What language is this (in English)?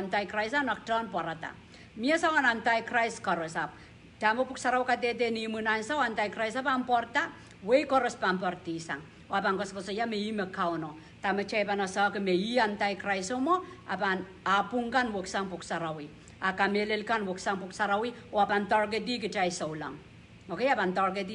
Pohnpeian